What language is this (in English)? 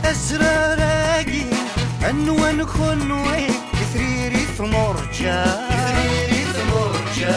Kabyle